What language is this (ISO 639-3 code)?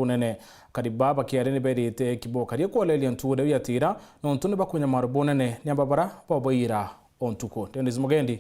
mer